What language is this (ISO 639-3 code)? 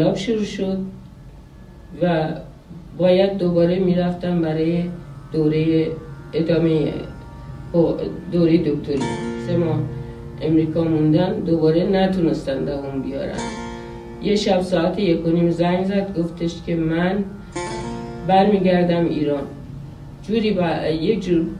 fas